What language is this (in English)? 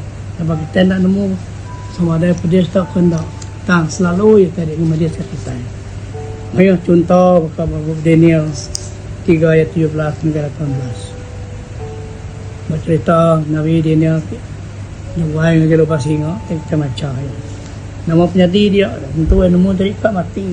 Iban